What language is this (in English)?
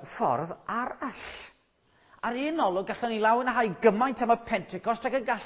Welsh